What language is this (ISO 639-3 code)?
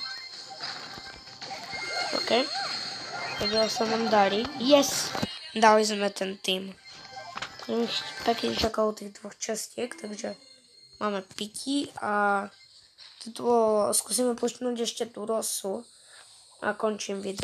slk